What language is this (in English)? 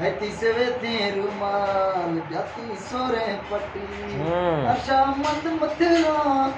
Eastern Balochi